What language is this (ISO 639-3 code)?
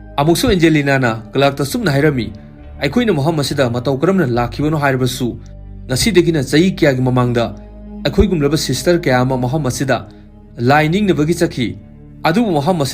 mni